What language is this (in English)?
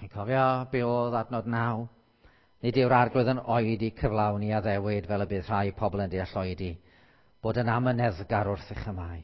Welsh